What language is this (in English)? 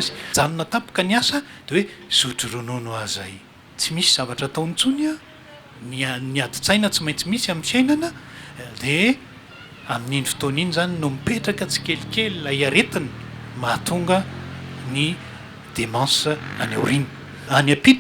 Malagasy